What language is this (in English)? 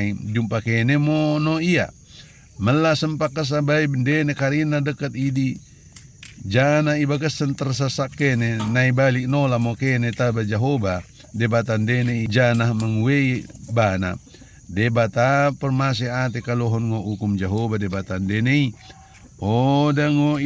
Batak Dairi